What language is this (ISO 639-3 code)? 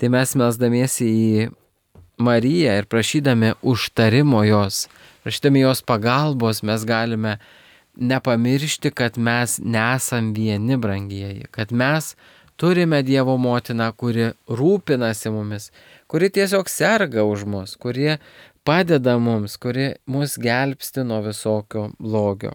lit